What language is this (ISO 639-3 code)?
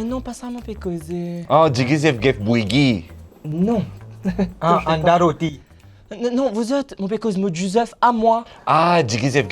mfe